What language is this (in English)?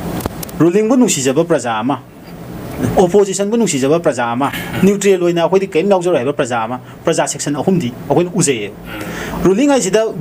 Manipuri